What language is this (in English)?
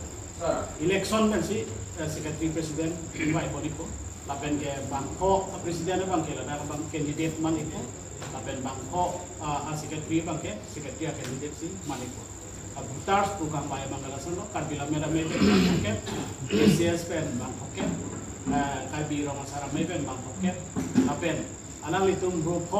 Karbi